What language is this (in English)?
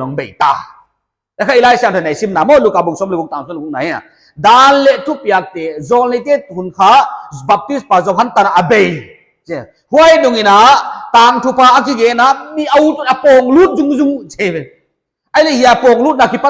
Paite Chin